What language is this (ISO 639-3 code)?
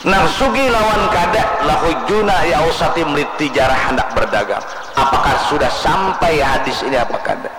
bjn